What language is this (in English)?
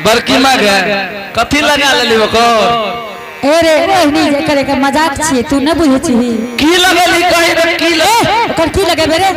Angika